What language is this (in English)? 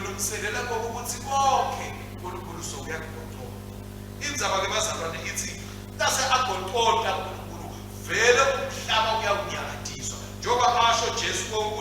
Swati